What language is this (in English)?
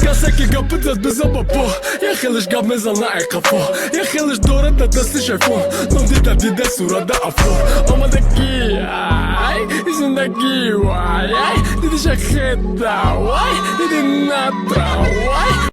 Tajik